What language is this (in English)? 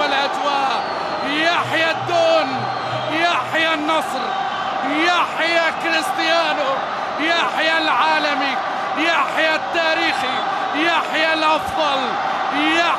Egyptian Arabic